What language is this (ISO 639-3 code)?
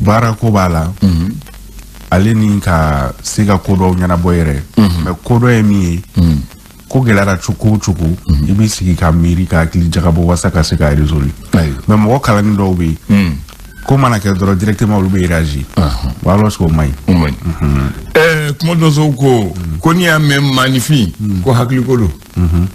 bam